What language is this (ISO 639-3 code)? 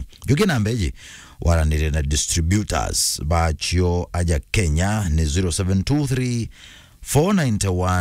mer